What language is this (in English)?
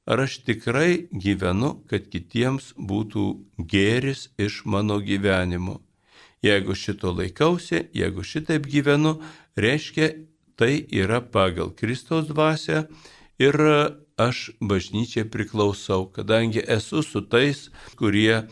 Lithuanian